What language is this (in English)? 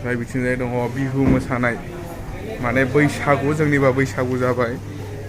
Bodo